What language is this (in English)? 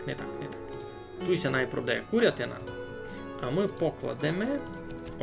Rusyn